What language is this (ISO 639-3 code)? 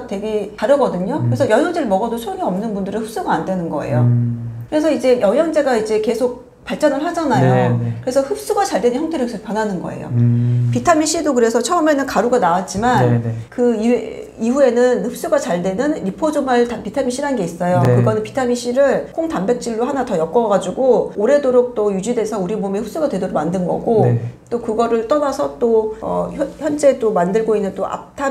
kor